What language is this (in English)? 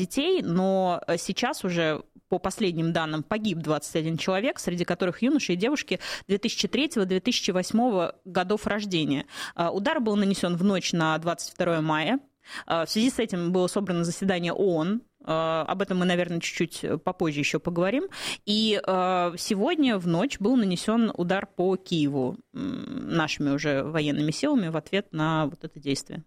Russian